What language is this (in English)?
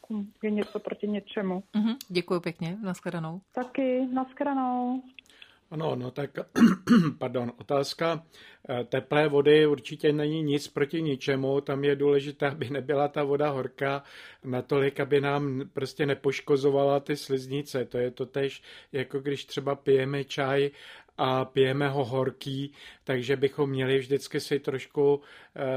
Czech